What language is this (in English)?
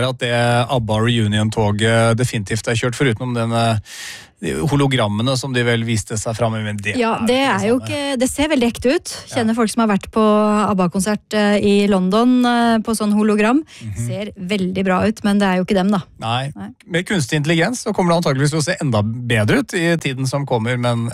Norwegian